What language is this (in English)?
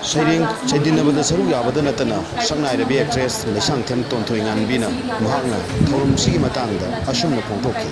Manipuri